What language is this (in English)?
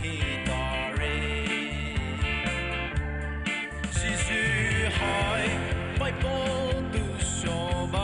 Poumei Naga